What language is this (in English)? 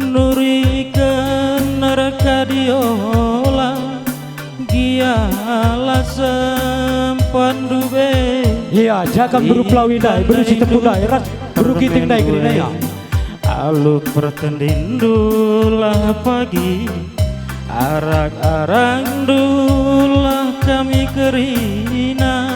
Batak Karo